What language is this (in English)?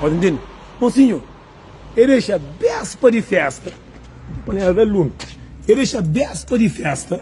Kabuverdianu